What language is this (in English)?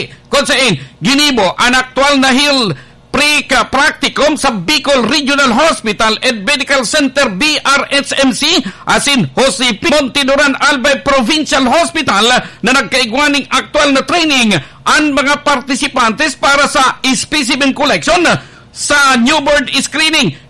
Bikol